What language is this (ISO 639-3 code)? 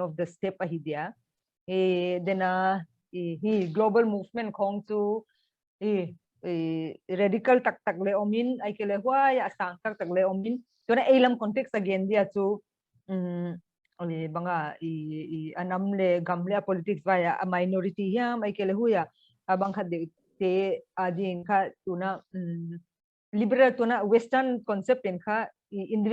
pck